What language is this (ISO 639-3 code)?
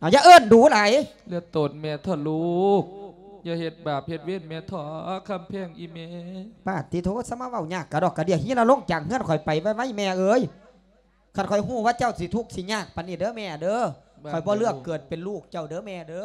lao